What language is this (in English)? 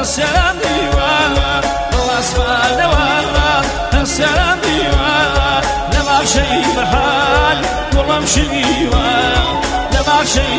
Central Kurdish